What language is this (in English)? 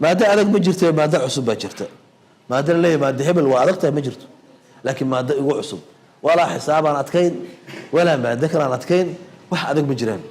Somali